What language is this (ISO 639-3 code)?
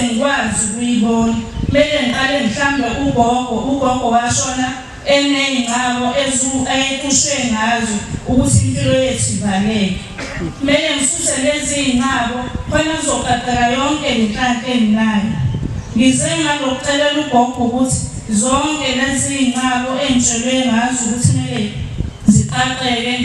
zul